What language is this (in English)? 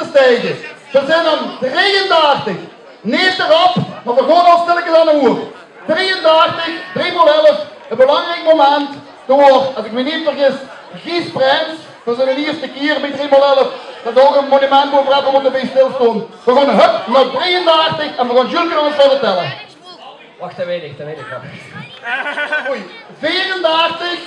Limburgish